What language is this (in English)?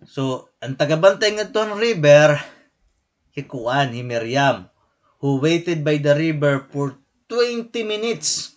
Waray